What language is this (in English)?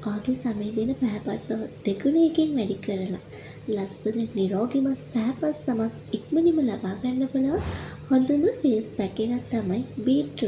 Sinhala